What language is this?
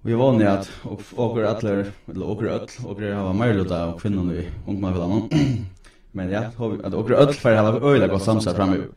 Faroese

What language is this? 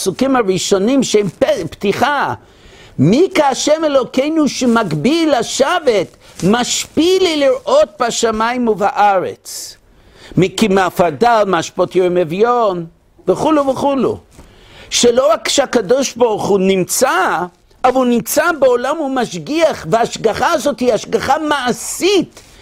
Hebrew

